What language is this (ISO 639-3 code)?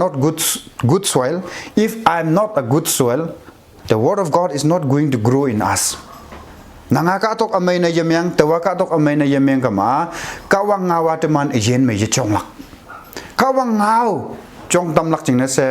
nbe